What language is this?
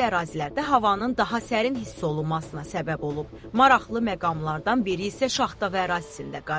Azerbaijani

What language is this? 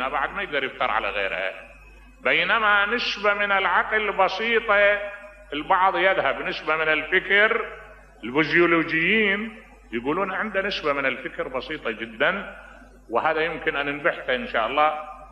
Mesopotamian Arabic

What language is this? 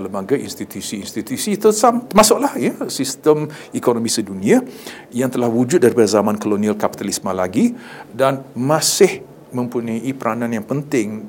Malay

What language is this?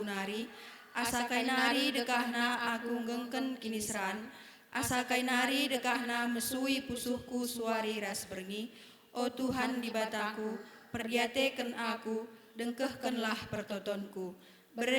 Batak Karo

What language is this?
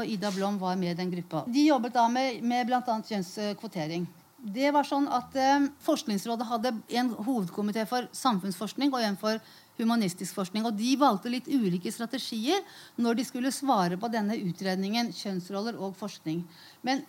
Norwegian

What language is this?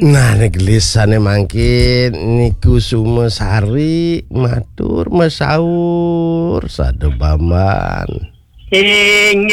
Balinese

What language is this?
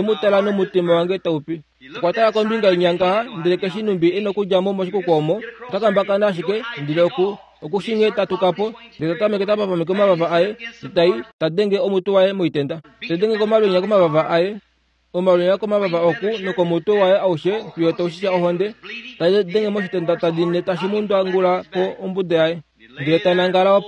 Kuanyama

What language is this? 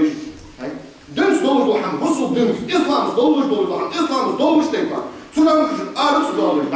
Ingush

